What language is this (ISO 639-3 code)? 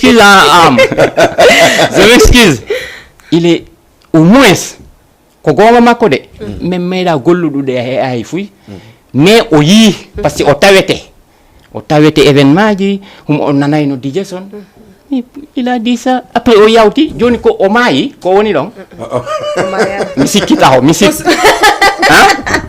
ful